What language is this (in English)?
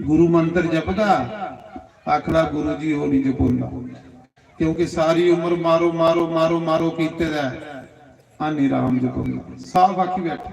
Dogri